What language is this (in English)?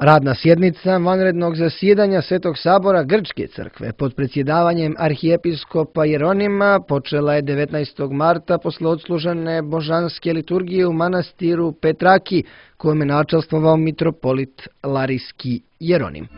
Serbian